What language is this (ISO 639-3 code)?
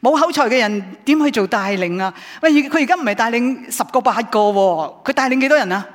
yue